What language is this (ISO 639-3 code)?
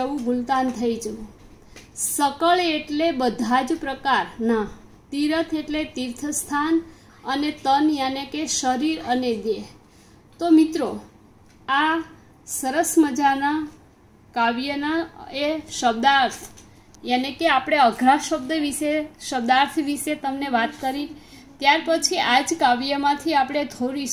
guj